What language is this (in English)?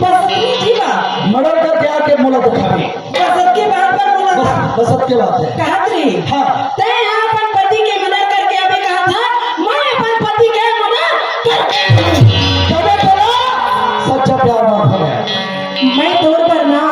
Chhattisgarhi